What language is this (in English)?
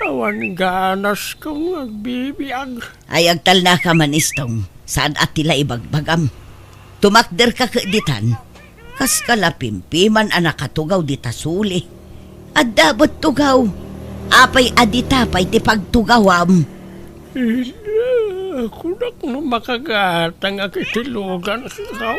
Iloko